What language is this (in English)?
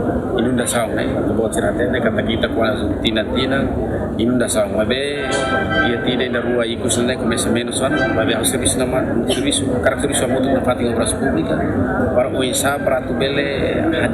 Tetum